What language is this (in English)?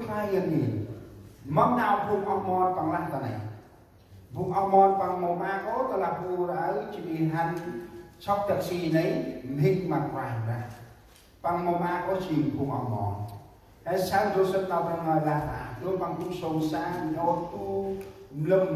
Central Mnong